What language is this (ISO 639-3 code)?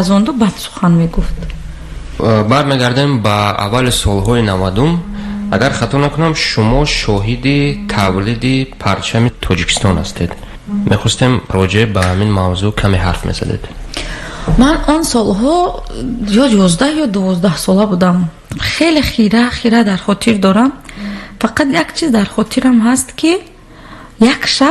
tgk